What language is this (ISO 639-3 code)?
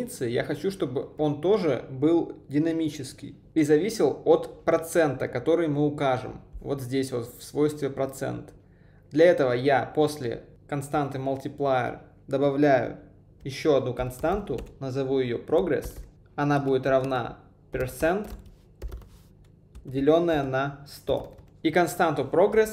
rus